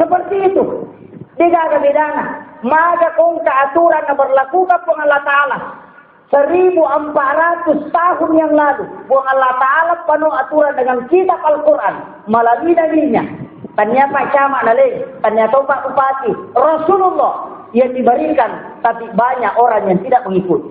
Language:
Buginese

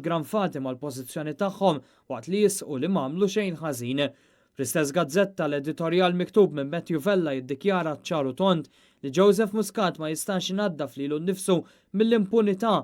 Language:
Maltese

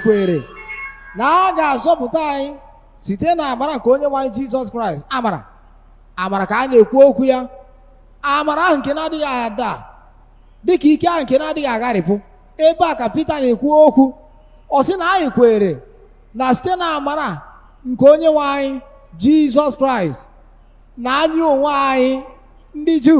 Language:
Igbo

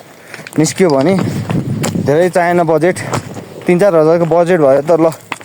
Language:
Nepali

